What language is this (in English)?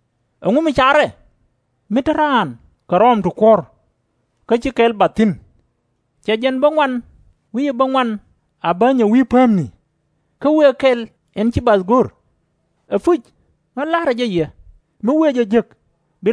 Nuer